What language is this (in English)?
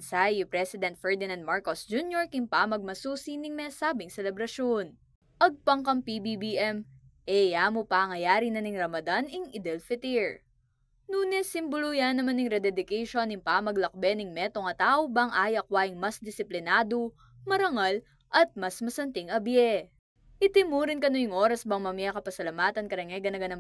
Pampanga